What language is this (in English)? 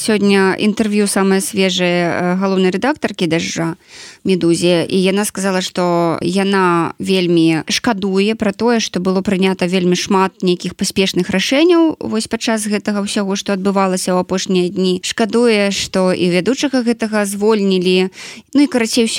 Belarusian